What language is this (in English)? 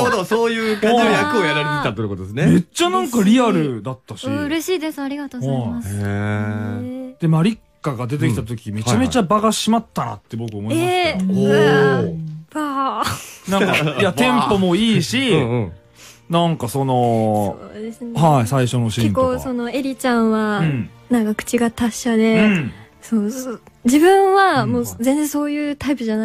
Japanese